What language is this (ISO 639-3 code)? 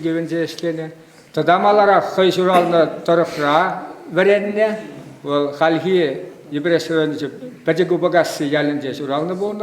chv